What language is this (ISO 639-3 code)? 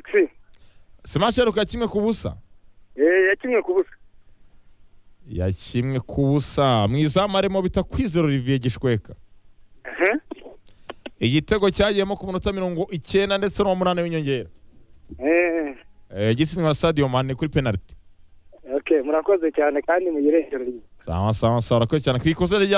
kin